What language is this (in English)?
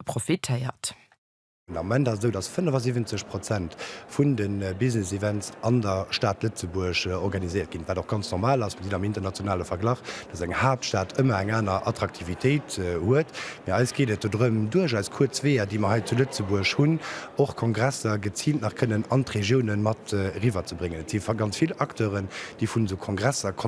Luxembourgish